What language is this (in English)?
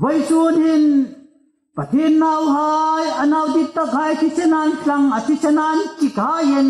Hmar